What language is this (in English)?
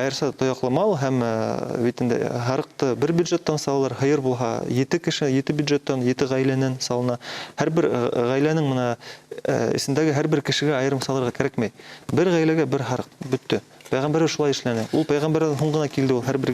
Bashkir